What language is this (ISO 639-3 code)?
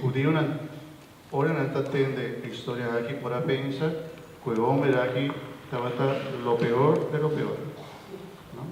pap